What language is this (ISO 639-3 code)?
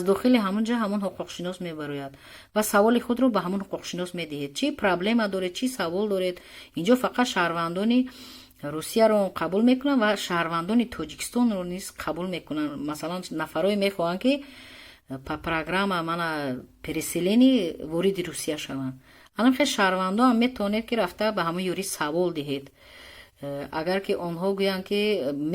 tgk